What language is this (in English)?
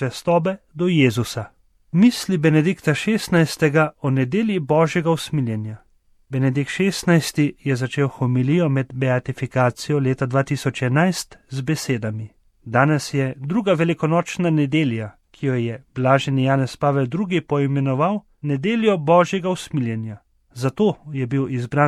Slovenian